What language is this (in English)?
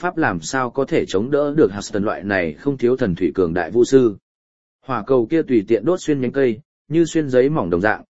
Vietnamese